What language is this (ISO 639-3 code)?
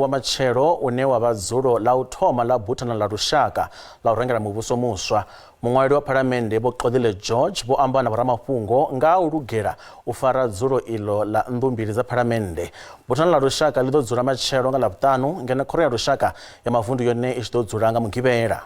ven